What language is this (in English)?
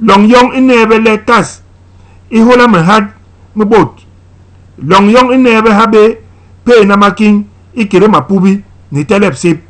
Basaa